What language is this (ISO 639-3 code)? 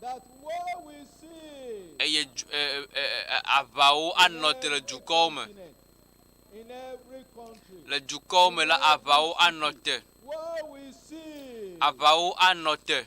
ewe